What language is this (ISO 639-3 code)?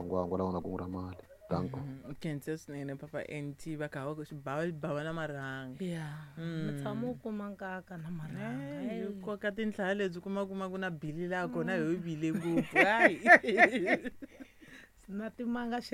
tso